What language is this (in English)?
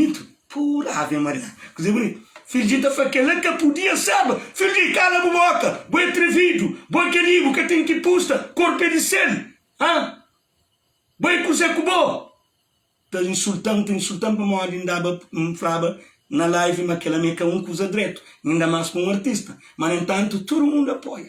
Kabuverdianu